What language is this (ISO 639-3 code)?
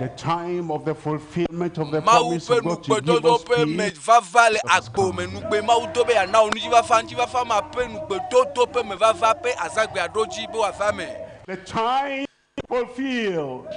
ewe